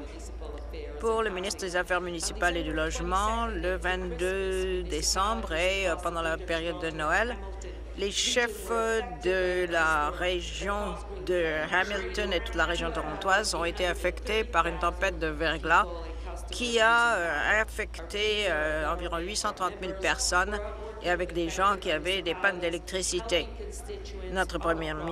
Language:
French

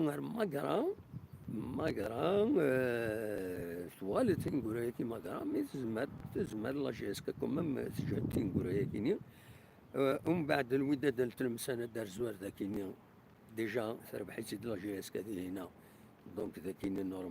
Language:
Kabyle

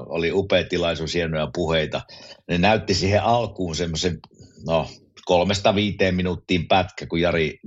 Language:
Finnish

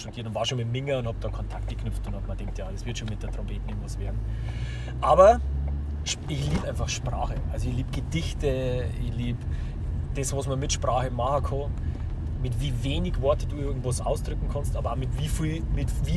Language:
Bavarian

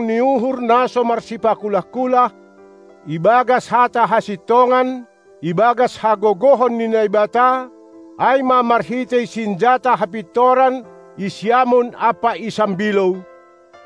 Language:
Batak Simalungun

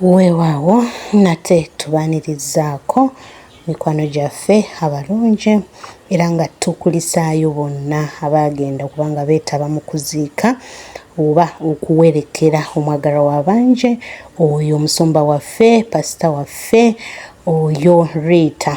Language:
Ganda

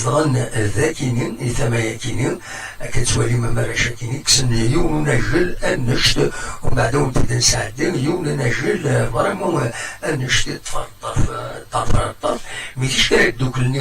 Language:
Kabyle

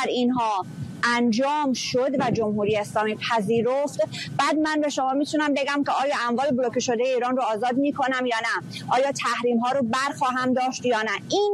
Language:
Persian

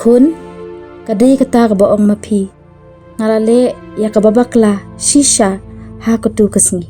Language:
Khasi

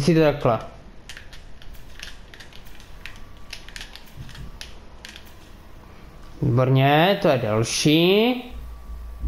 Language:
Czech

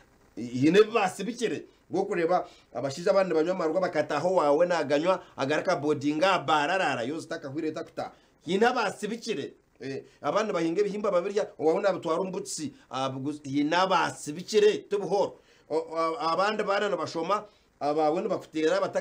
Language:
Nyankole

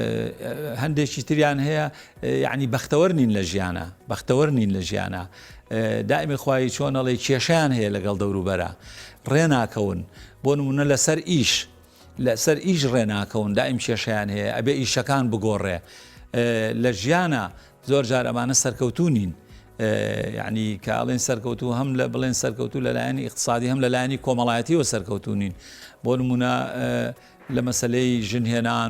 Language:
Central Kurdish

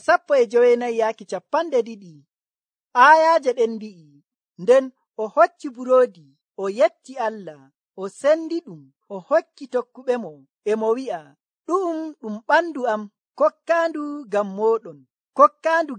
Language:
Nigerian Fulfulde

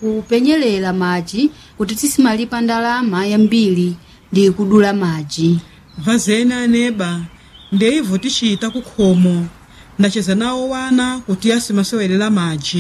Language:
Nyanja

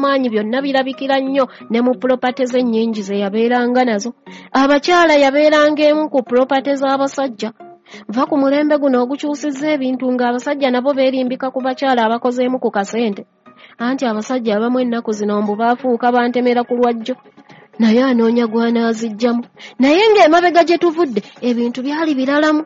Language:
Ganda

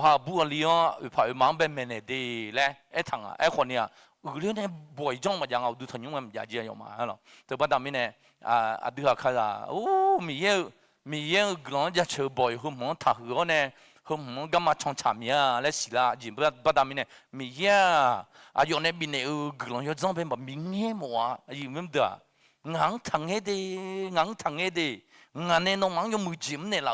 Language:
Akha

